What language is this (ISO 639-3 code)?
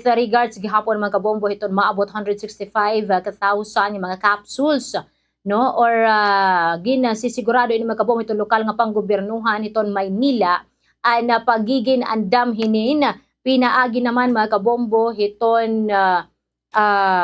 war